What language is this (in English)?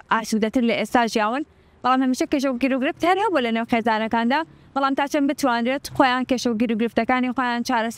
Central Kurdish